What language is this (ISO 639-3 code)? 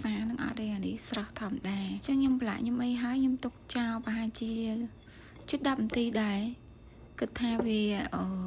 khm